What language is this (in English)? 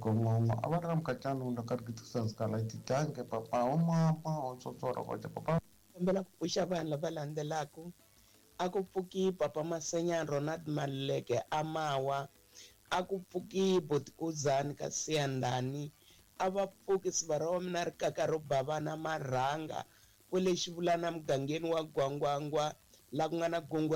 Tsonga